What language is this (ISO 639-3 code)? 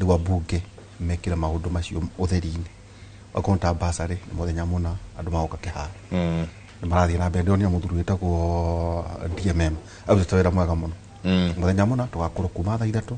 kik